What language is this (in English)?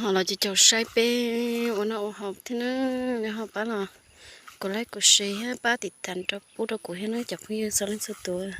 Hmong